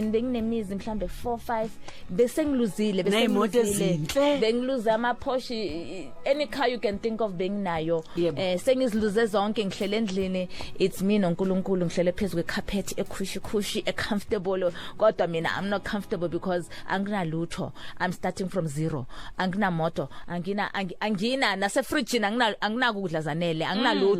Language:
Zulu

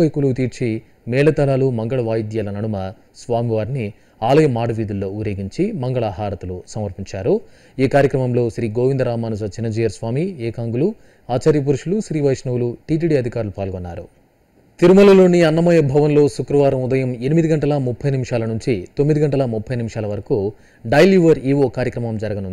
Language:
Telugu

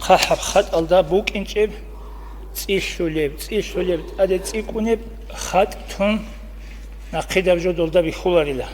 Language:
Avaric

